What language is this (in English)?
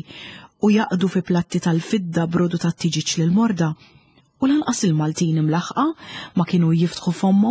Maltese